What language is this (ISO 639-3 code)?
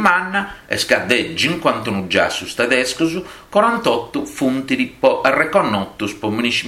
srd